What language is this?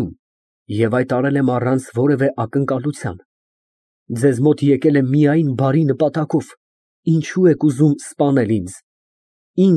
Armenian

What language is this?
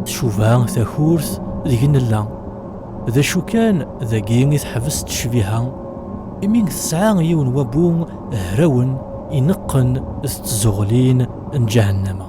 Kabyle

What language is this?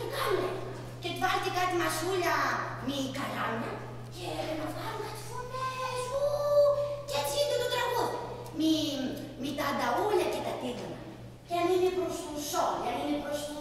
Greek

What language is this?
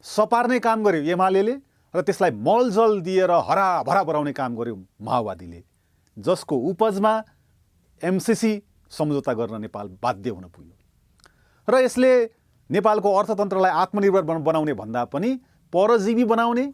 Nepali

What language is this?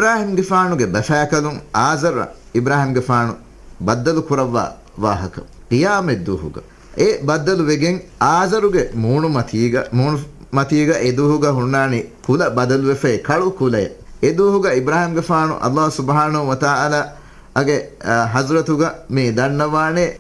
Divehi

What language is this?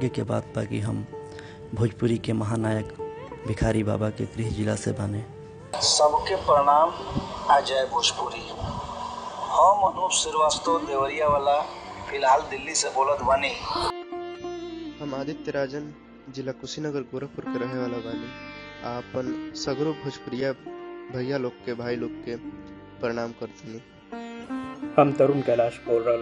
Bhojpuri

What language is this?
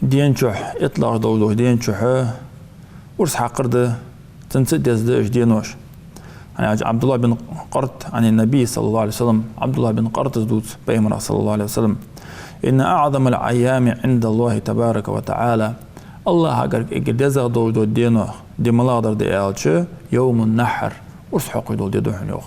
Ingush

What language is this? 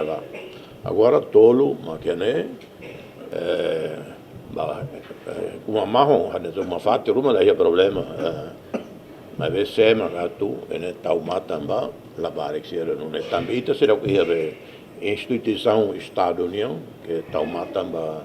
Tetum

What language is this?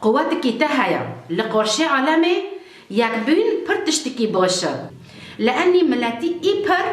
Kurdish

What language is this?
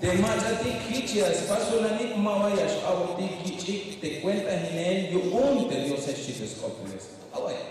Tzeltal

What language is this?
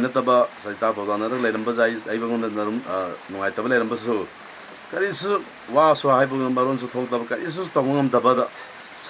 Manipuri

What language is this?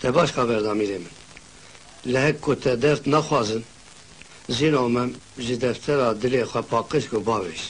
Kurdish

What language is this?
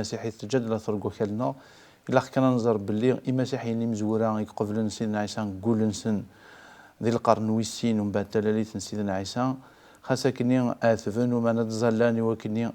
Kabyle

